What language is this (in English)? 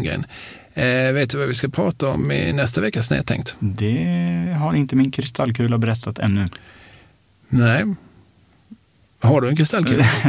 Swedish